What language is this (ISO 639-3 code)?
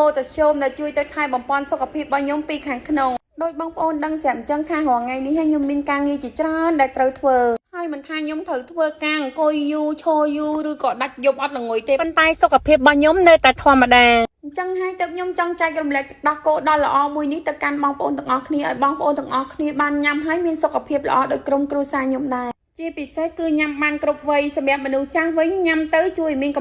khm